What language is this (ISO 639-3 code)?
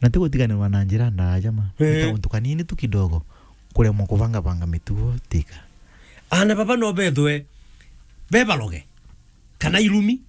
mer